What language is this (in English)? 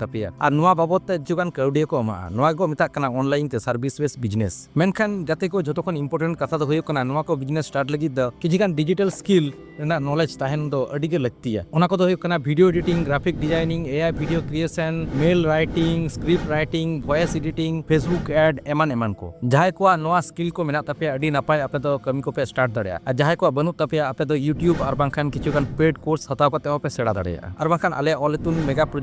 Santali